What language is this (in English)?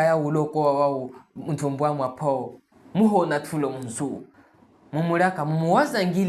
Chokwe